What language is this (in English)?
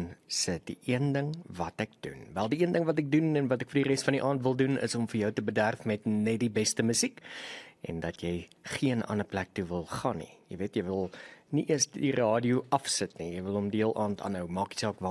Afrikaans